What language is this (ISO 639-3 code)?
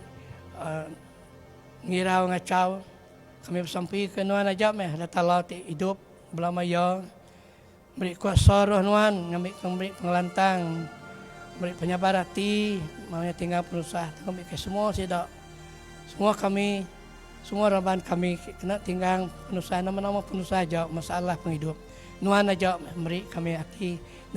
iba